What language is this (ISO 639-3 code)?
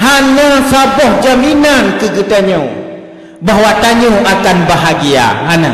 ace